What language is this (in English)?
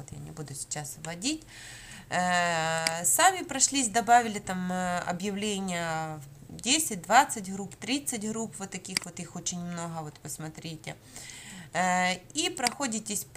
Russian